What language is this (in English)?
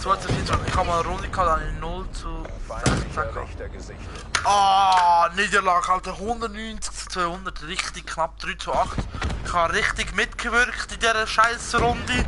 Swiss German